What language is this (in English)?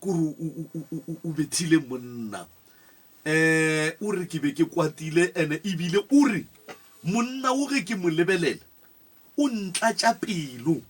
Northern Sotho